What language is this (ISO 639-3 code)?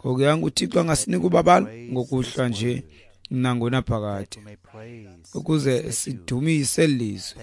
xho